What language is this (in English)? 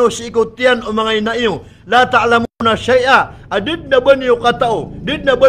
Maranao